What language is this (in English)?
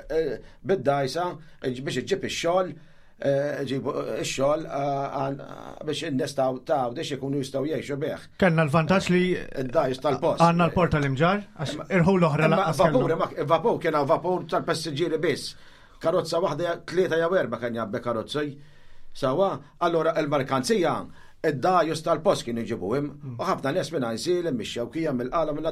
Maltese